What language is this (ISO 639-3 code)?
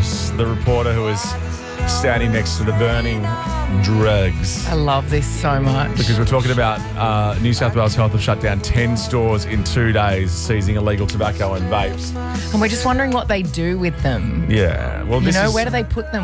eng